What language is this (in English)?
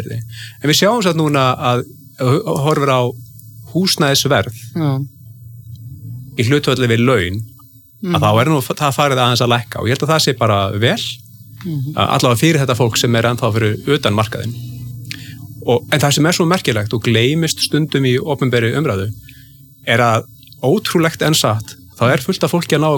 Icelandic